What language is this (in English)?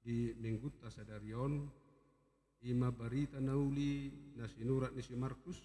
Batak Toba